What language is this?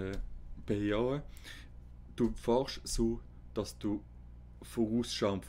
Swiss German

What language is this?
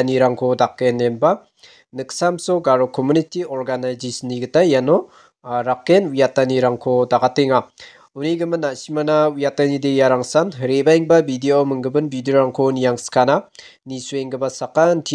Garo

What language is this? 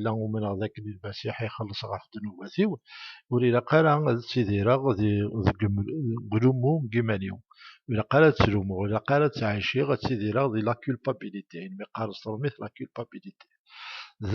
Kabyle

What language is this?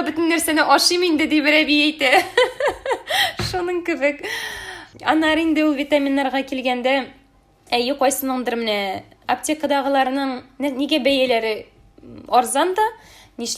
Tatar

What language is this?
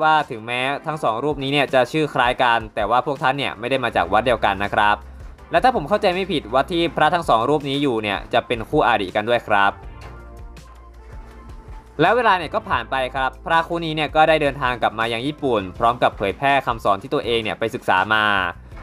Thai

